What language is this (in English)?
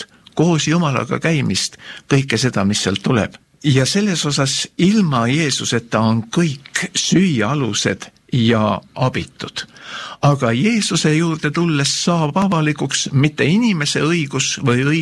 Estonian